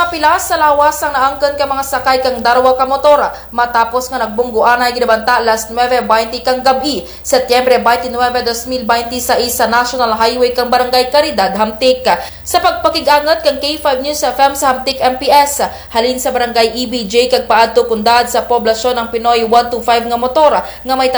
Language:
Kinaray-a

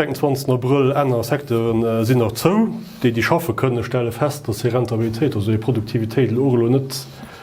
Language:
Luxembourgish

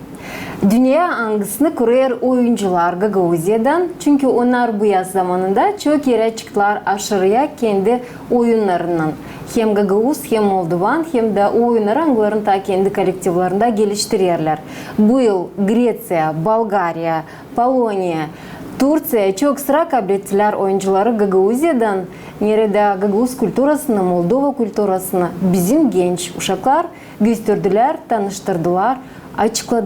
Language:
Gagauz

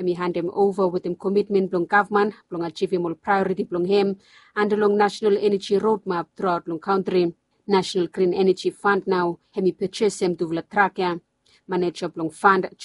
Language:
Bislama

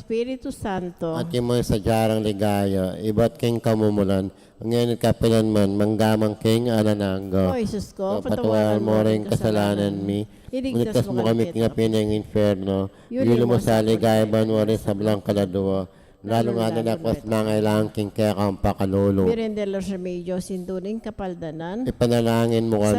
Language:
Pampanga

